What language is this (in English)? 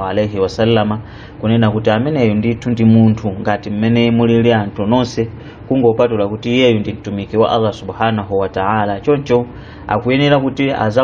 Nyanja